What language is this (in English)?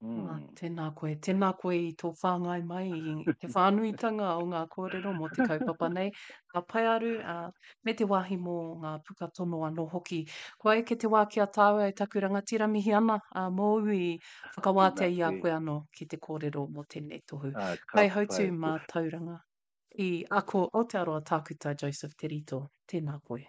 Māori